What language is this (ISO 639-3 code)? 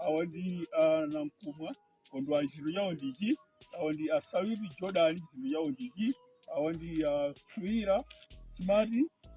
nya